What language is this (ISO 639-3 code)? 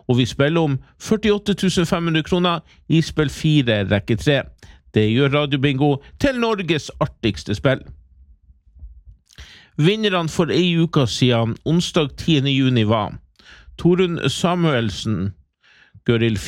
nor